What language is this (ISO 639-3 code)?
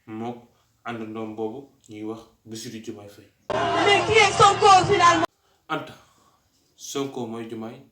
wol